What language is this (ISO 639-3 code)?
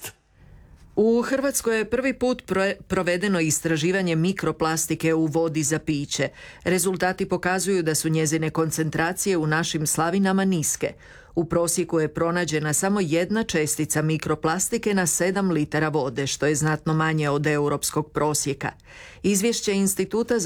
hrv